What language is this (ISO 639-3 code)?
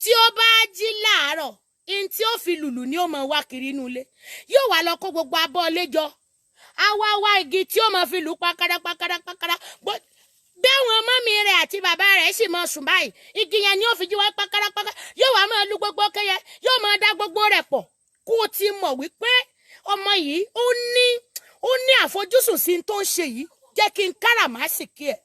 yor